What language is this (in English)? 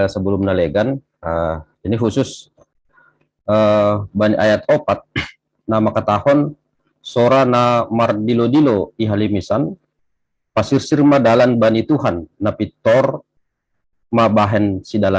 Batak Simalungun